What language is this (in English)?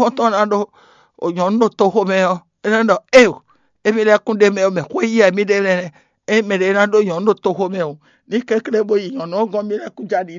Fon